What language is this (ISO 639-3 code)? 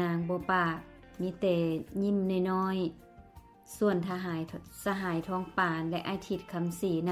lao